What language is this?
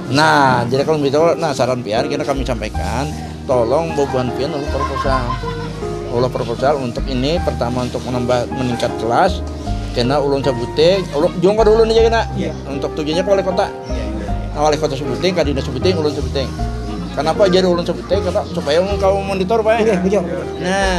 Banjar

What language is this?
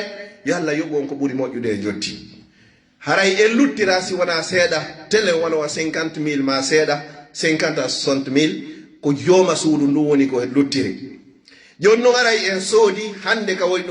Fula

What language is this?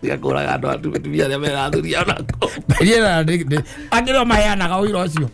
Kikuyu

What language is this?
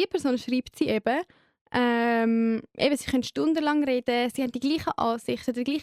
Swiss German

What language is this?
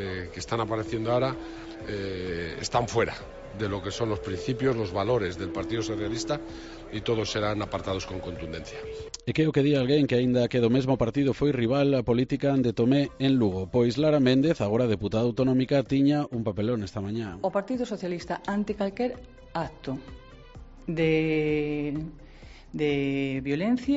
Galician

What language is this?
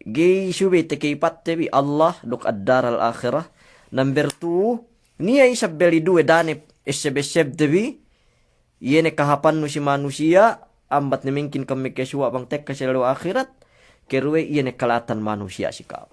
Yakan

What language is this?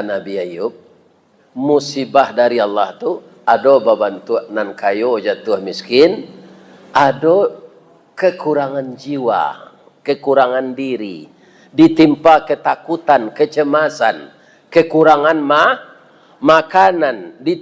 Minangkabau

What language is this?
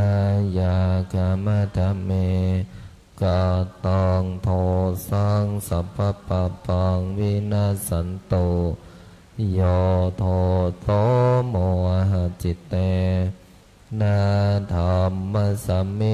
Pali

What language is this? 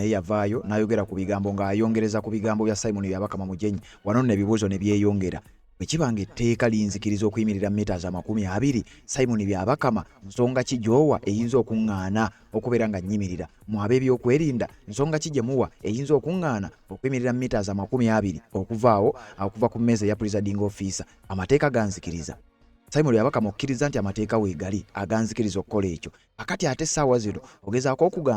Ganda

